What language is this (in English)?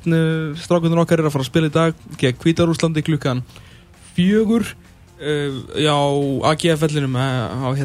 Icelandic